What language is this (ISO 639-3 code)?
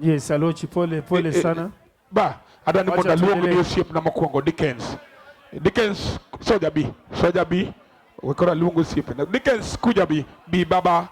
luo